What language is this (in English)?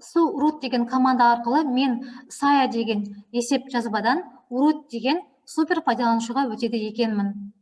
Kazakh